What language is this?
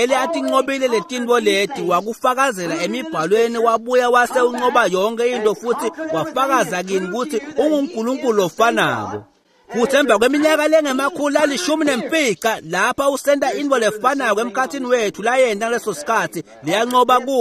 Swati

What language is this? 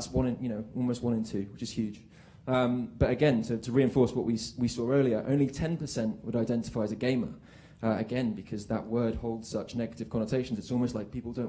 English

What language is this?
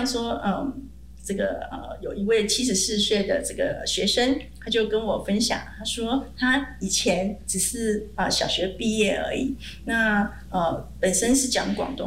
Chinese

